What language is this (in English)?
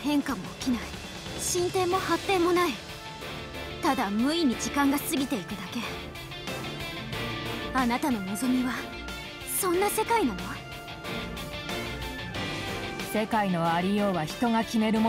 Japanese